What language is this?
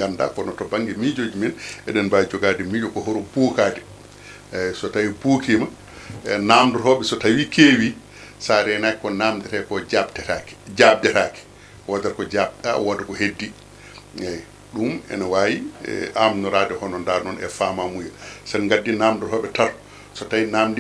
Fula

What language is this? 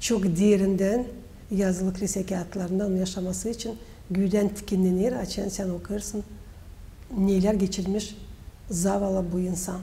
Gagauz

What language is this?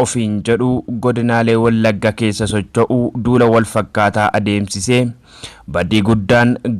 Oromo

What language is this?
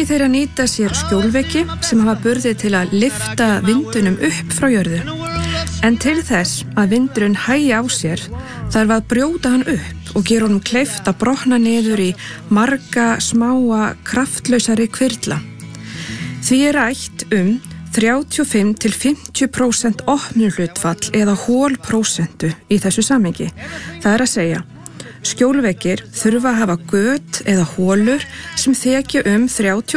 Icelandic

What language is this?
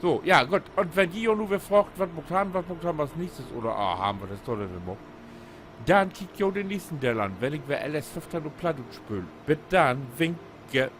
Low German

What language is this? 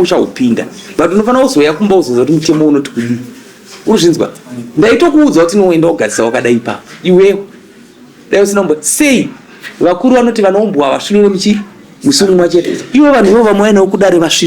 Shona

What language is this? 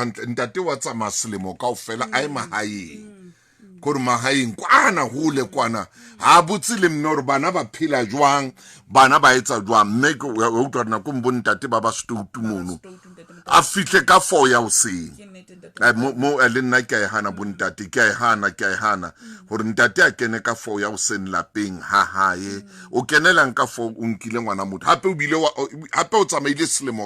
Southern Sotho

